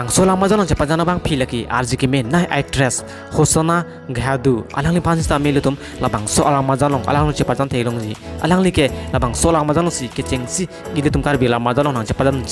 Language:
Karbi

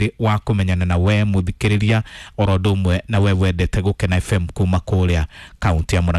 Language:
Kikuyu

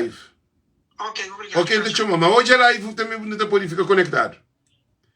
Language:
Kabuverdianu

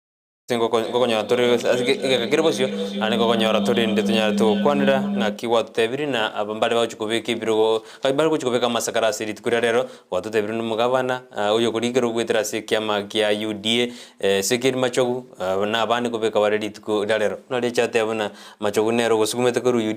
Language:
Gusii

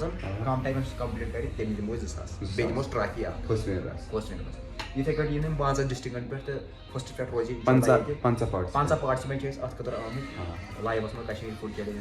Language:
Kashmiri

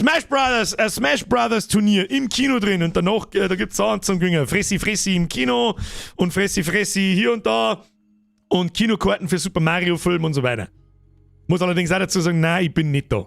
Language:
Bavarian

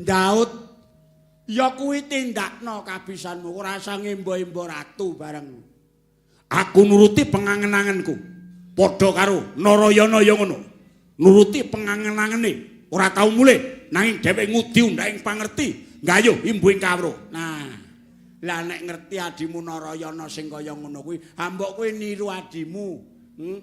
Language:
Javanese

